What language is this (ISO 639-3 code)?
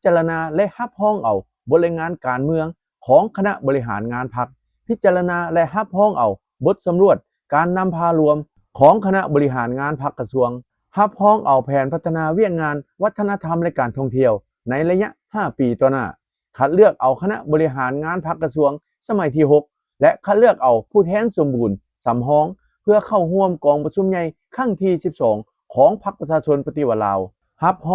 lao